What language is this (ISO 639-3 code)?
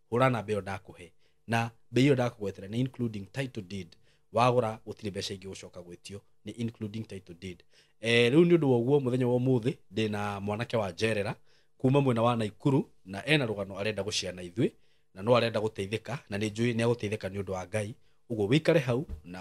kik